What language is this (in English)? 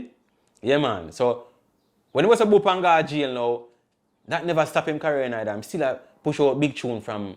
Jamaican Creole English